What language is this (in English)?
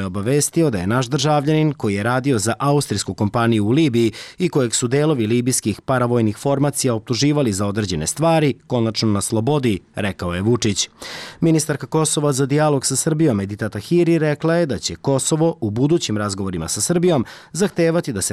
Serbian